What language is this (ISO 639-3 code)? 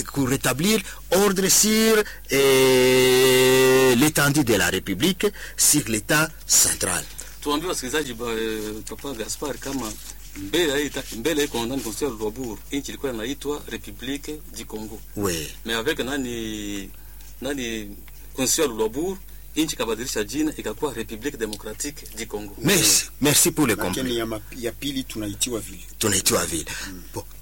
swa